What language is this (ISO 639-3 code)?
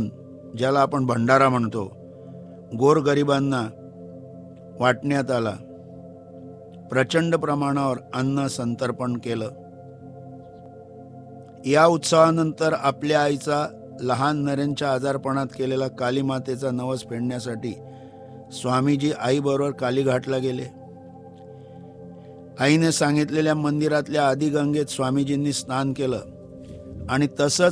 mar